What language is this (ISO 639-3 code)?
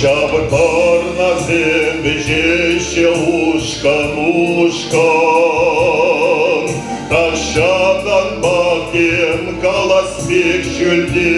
chv